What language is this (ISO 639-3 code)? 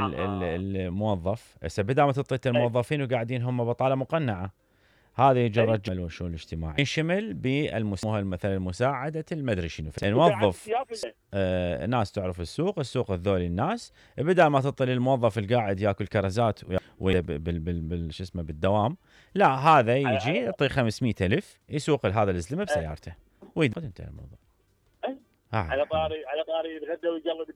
acm